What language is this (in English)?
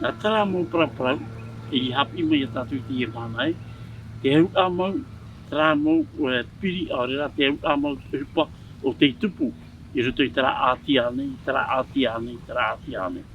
Tahitian